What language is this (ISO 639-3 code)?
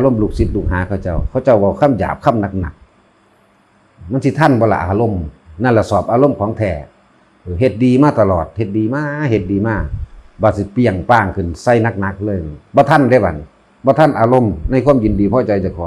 tts